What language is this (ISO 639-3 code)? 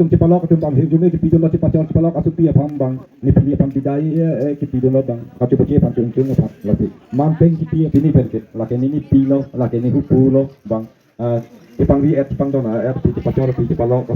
mjw